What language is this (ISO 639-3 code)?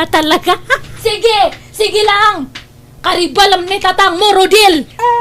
ilo